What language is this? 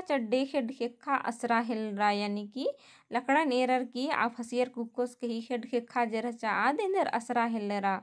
Kurukh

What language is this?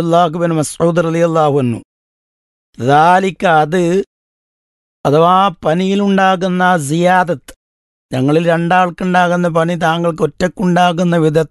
Malayalam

